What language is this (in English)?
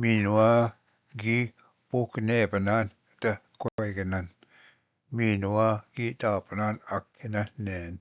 Ojibwa